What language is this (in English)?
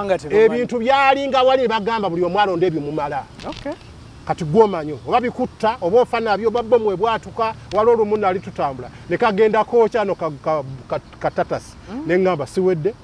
Ganda